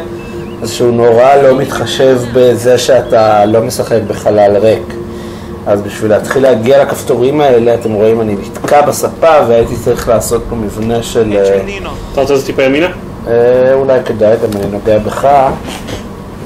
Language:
Hebrew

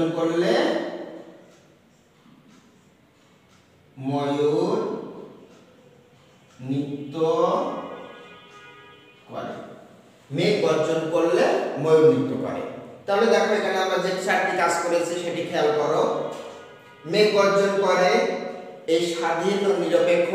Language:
Bangla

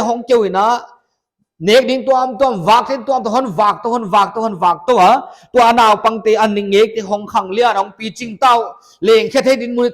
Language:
Paite Chin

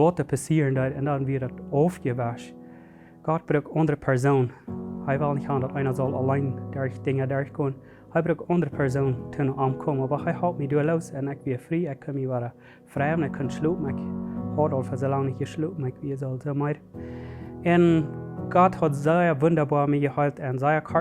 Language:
Plautdietsch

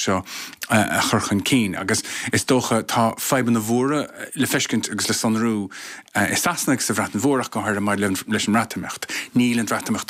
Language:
Irish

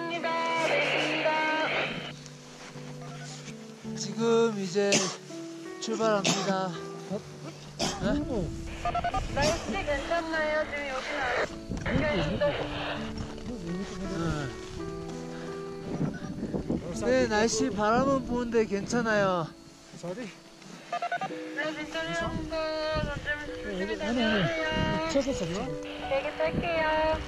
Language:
Korean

